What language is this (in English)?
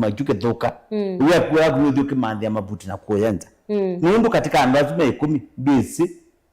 Kamba